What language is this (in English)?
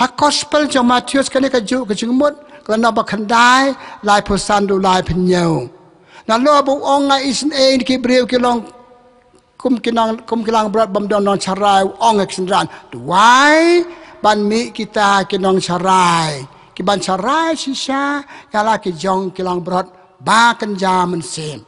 Khasi